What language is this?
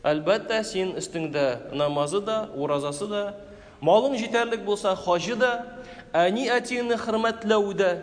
Tatar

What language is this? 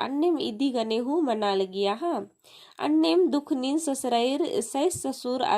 Kurukh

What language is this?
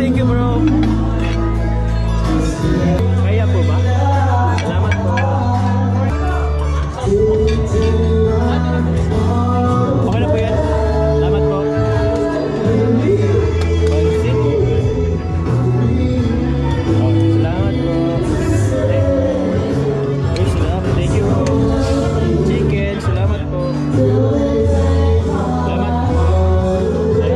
Filipino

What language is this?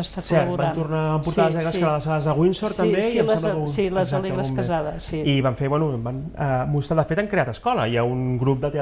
Catalan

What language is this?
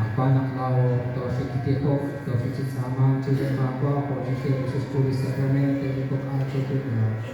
Kekchí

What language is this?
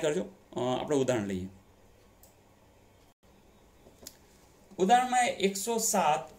Gujarati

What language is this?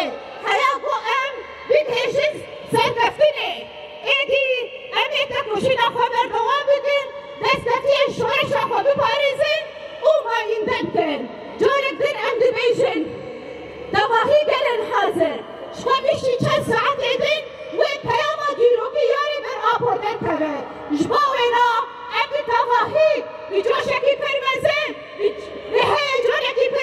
Kurdish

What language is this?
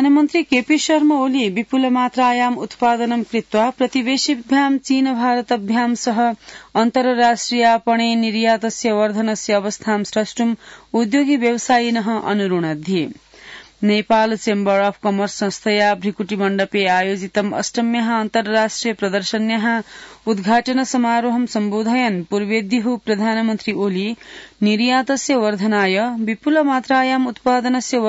Sanskrit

